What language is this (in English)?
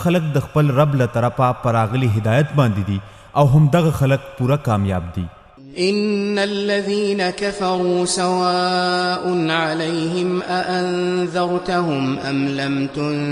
Pashto